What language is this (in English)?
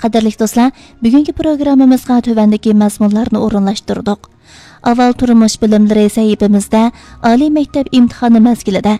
Uyghur